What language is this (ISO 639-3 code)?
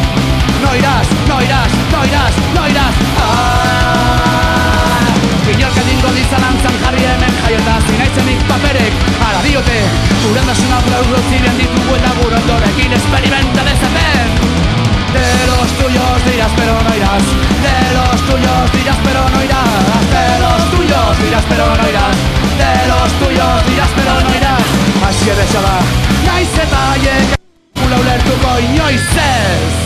eus